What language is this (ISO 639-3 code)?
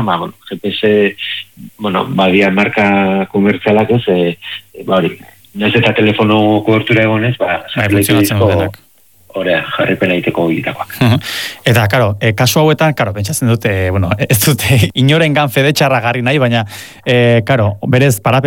eus